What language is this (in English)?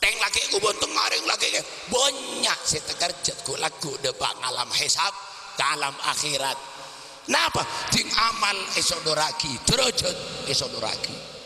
Madurese